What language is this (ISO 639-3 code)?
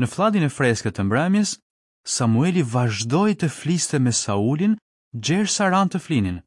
sqi